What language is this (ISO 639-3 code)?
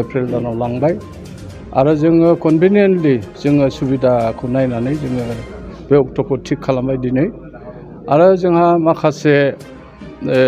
brx